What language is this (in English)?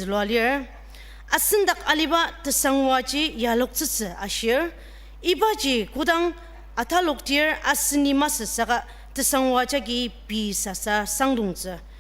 Ao Naga